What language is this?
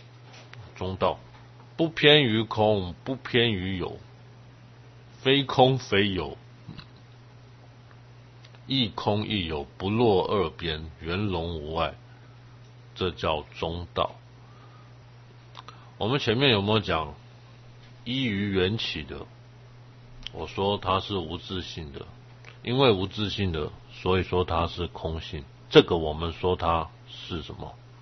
Chinese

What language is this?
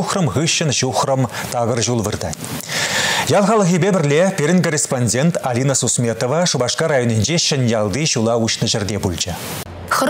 Chuvash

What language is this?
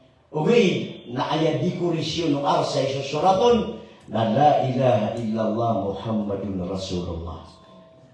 Maranao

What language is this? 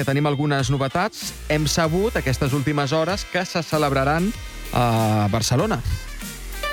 Catalan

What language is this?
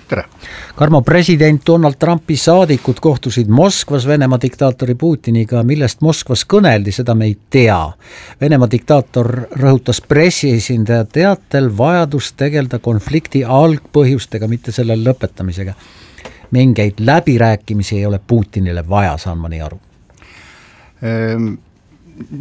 Estonian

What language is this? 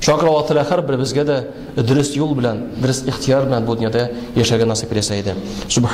Tatar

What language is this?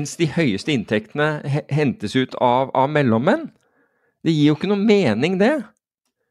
Norwegian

